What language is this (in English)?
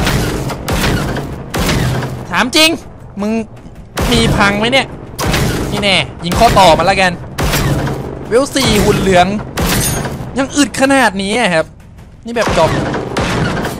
Thai